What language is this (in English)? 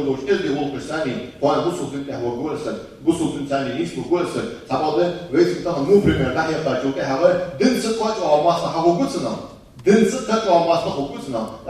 Ingush